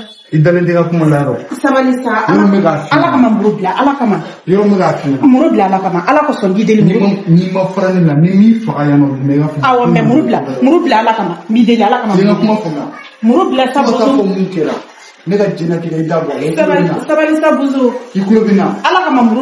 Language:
Bambara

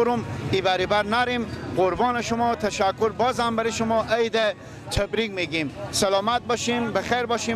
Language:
Persian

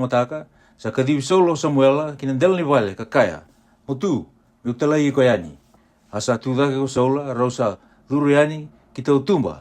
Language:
Fijian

